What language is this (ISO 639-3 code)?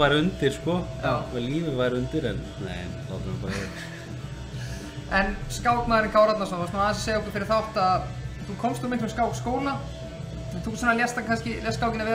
isl